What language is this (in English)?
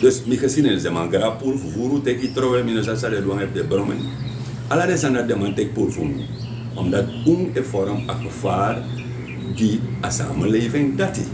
Sranan Tongo